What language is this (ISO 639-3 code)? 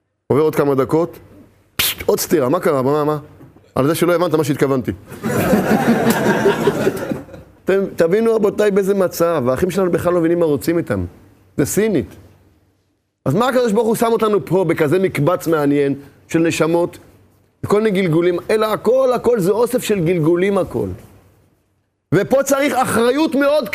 heb